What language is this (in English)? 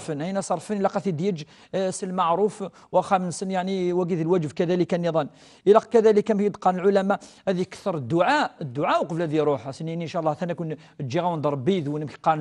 Kabyle